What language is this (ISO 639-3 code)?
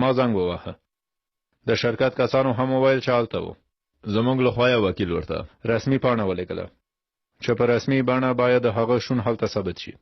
pus